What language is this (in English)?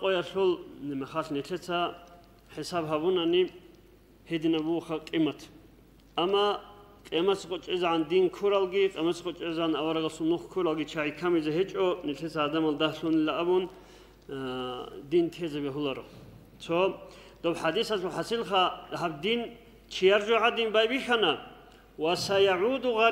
Avaric